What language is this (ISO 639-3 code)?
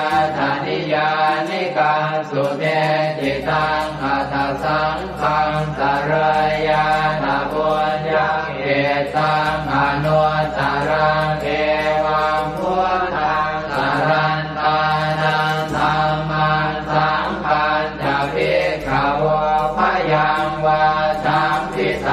pli